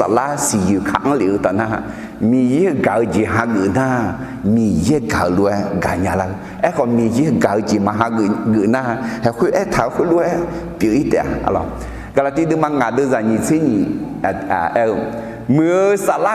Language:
Akha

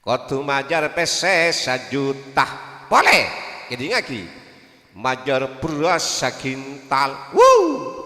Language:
Madurese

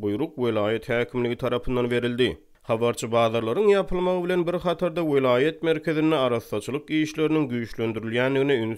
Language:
Turkmen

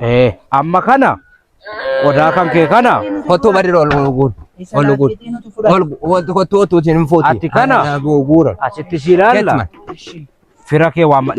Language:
Oromo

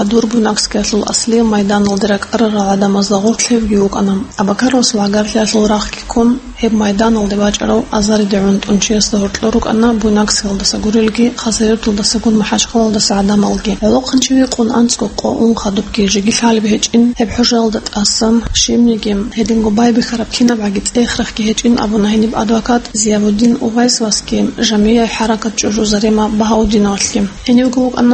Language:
Avaric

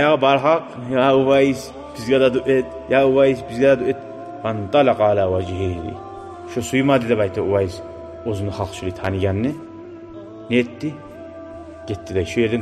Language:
Kumyk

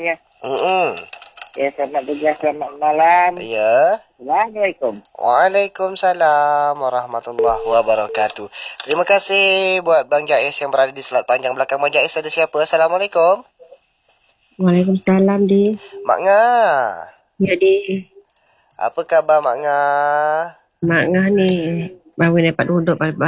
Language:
Malay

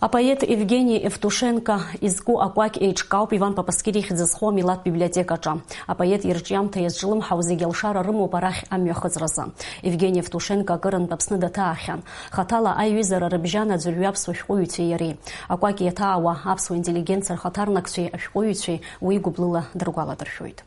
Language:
Abkhazian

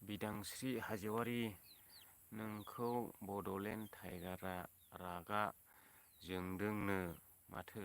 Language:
Bodo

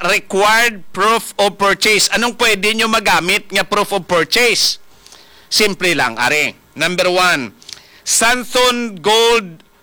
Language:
Hiligaynon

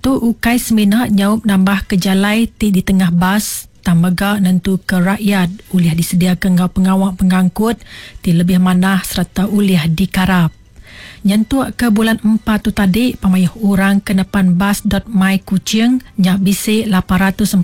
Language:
Iban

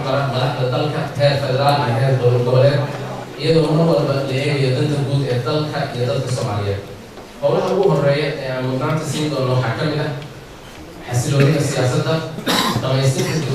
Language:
Somali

